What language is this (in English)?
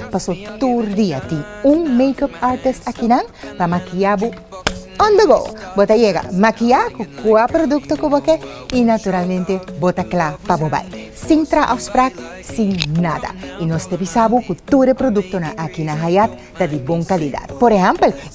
Papiamento